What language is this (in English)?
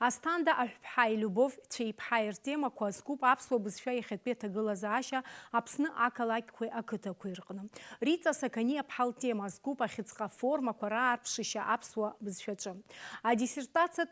Abkhazian